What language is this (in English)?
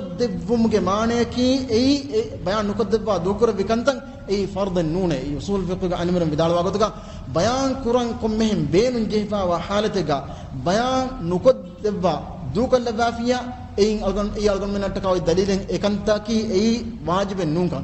Divehi